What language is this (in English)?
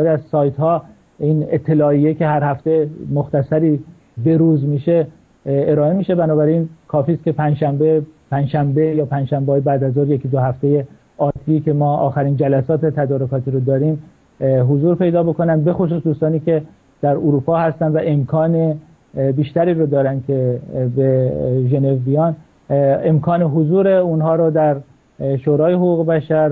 Persian